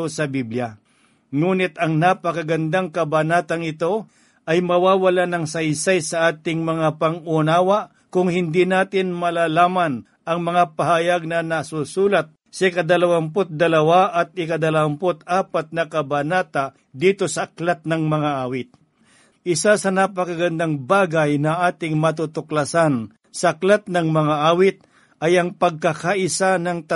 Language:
Filipino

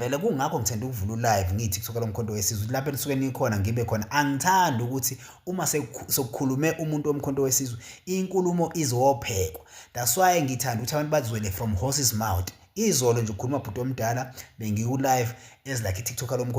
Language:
Zulu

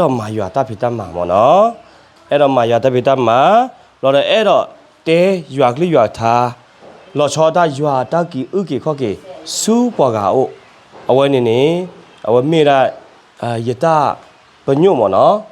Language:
S'gaw Karen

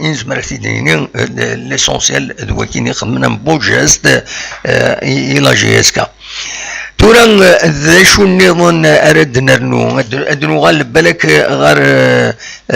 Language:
Kabyle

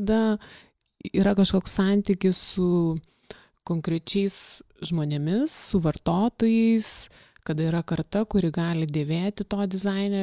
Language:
Lithuanian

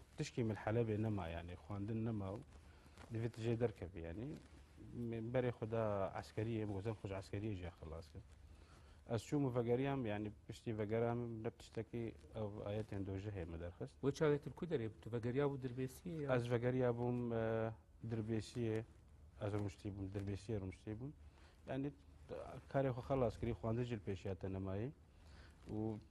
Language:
Kurdish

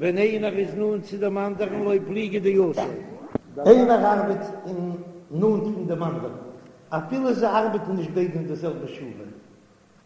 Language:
Yiddish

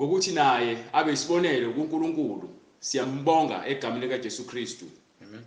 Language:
Zulu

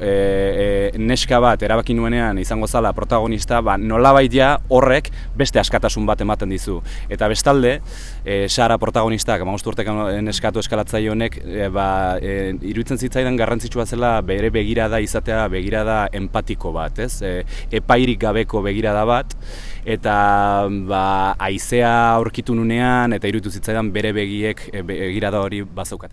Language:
Basque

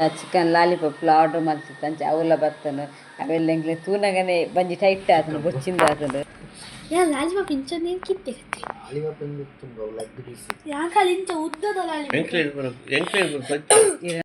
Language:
Tulu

